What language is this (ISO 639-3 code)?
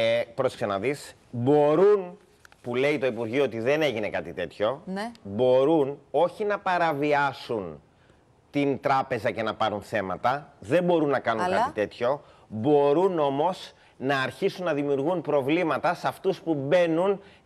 ell